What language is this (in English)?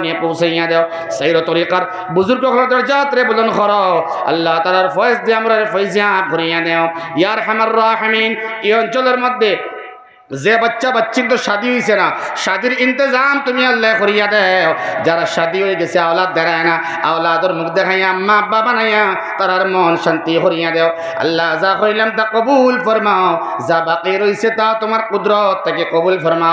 Sylheti